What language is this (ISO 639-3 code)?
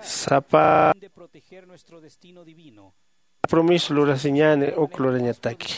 aym